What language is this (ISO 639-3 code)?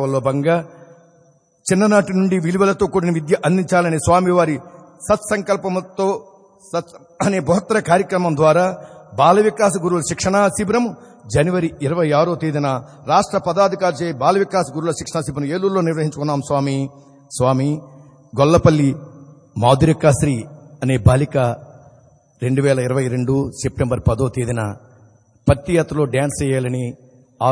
tel